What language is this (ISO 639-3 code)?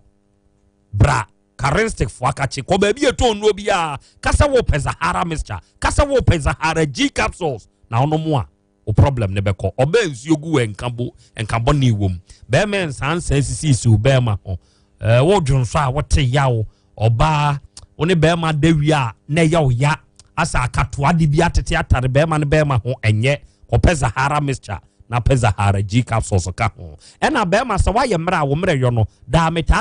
aka